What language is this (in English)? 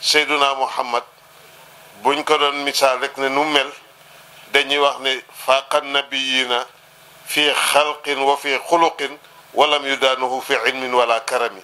Wolof